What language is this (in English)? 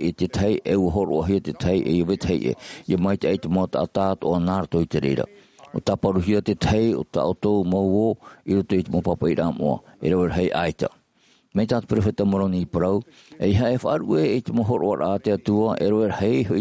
Tahitian